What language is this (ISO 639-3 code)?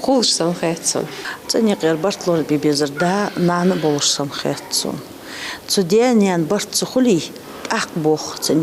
inh